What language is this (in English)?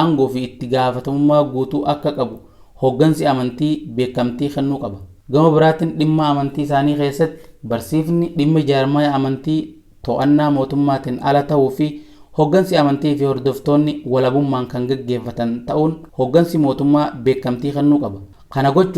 Oromo